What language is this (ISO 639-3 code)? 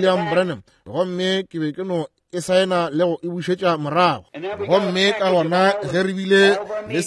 nso